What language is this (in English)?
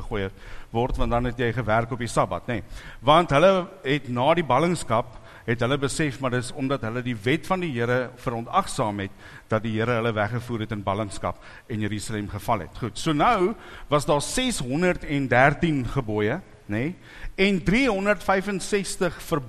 Afrikaans